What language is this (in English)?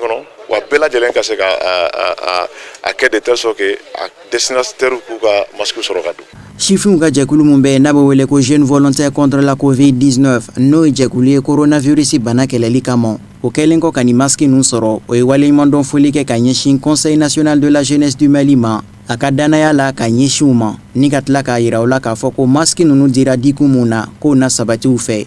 Bambara